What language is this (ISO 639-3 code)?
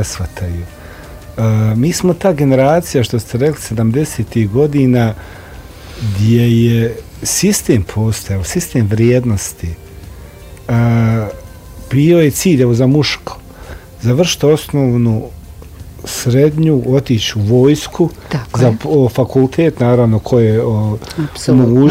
bos